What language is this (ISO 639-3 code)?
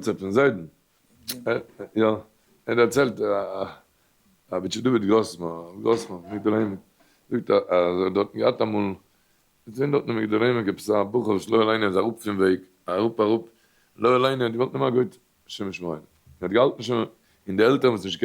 yid